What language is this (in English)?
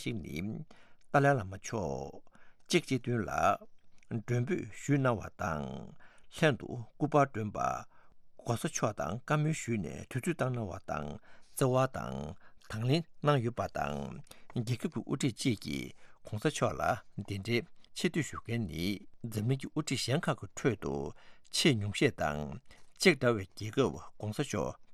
Tibetan